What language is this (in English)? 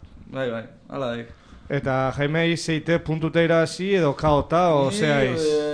Basque